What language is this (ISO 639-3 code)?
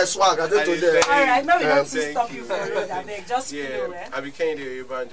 pcm